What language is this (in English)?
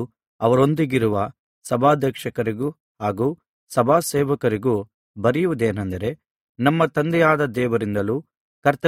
Kannada